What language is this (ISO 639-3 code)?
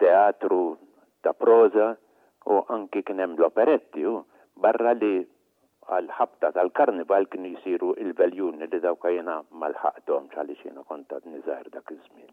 mlt